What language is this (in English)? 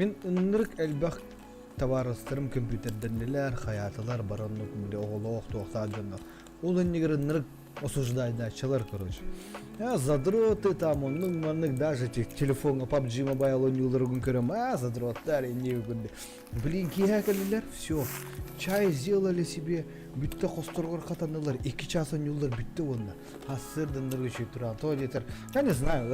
Yakut